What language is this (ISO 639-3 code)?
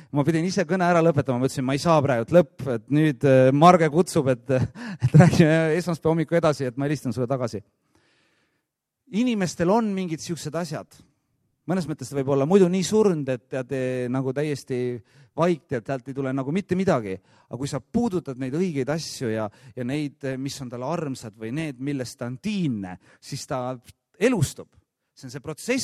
est